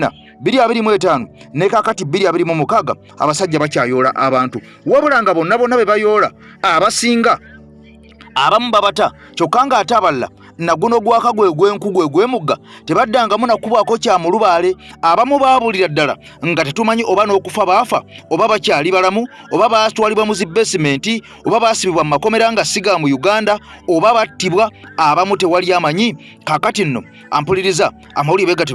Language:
Ganda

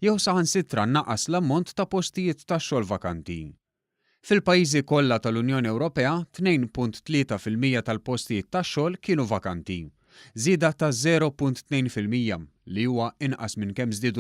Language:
Maltese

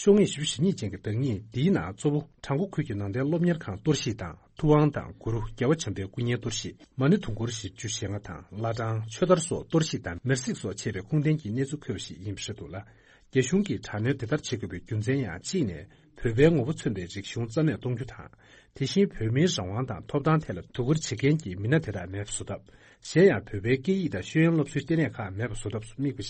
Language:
Tibetan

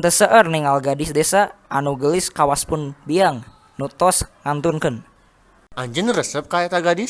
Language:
Sundanese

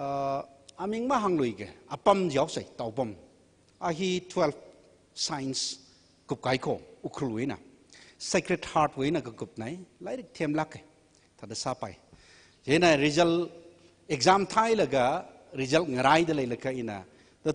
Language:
Tangkhul Naga (India)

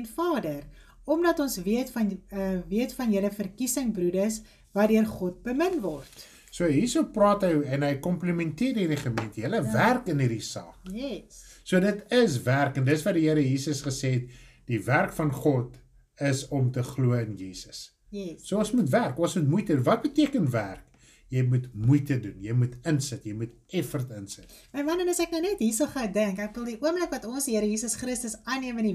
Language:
Afrikaans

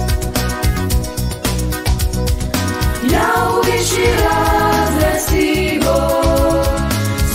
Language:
Croatian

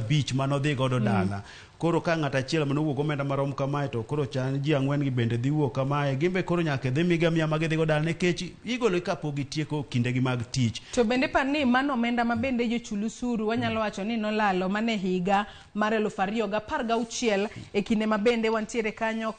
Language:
Luo (Kenya and Tanzania)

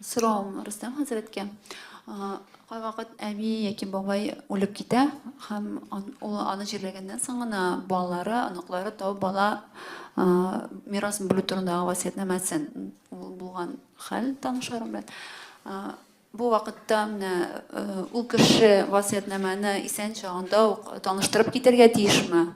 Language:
Tatar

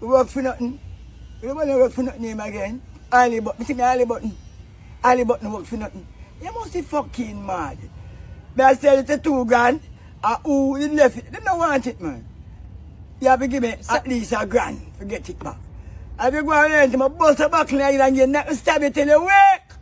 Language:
Jamaican Creole English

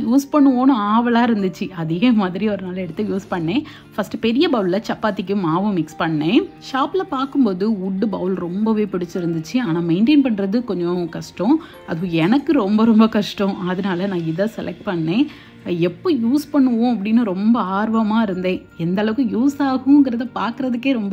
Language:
Tamil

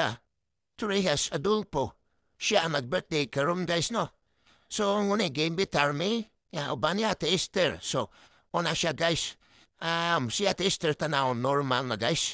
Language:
Cebuano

